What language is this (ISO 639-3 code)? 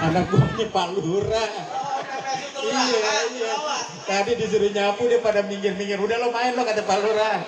bew